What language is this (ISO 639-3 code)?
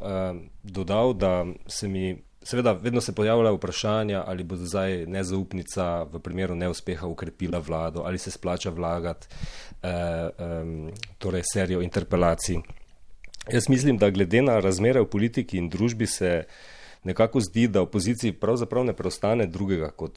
slv